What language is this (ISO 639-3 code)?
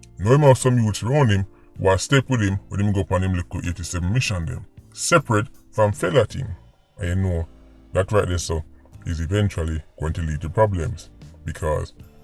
jam